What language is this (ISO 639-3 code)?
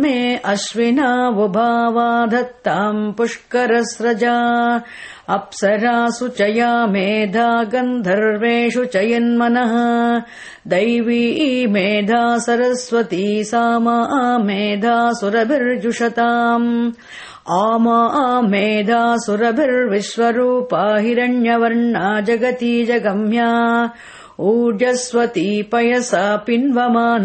san